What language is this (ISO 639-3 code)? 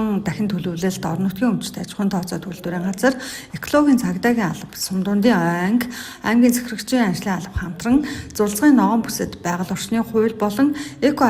mon